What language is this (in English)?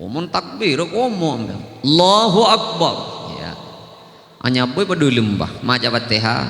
Madurese